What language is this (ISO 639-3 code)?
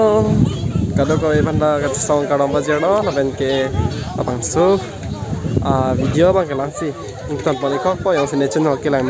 mjw